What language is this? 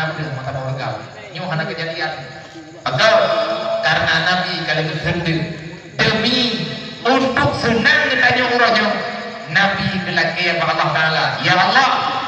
Achinese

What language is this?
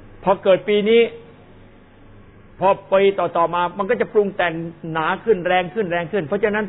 Thai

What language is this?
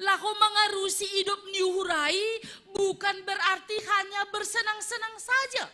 Batak Simalungun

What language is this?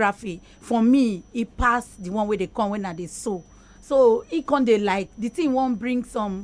Nigerian Pidgin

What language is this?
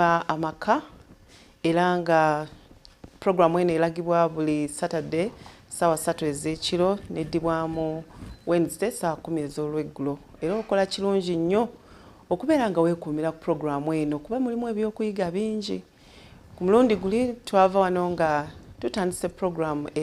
Ganda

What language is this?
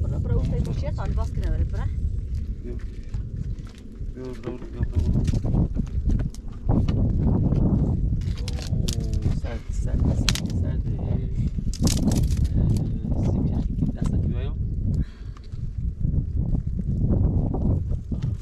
Persian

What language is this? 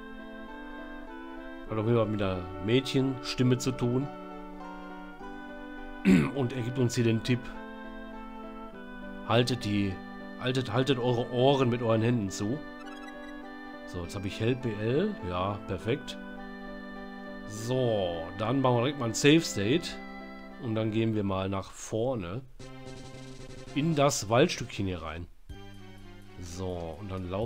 German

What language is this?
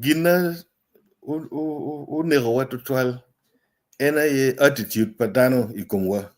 Acoli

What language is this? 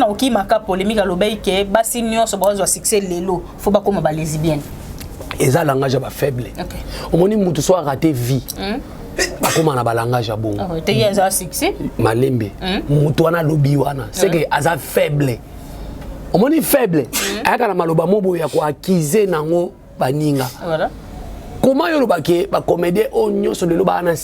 Lingala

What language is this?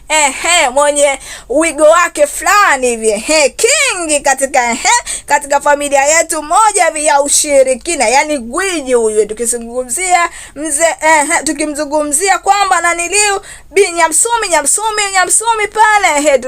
Swahili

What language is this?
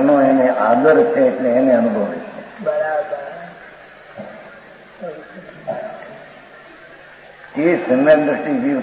Gujarati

